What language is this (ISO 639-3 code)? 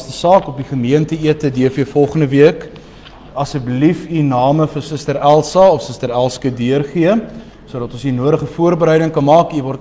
afr